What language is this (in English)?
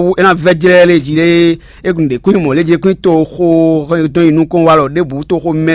Fon